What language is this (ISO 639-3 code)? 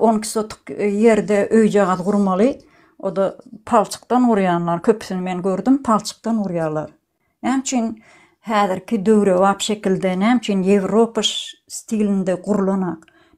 tuk